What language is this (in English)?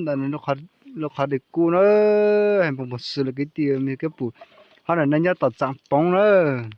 Hmong